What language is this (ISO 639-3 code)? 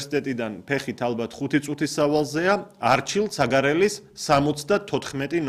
kat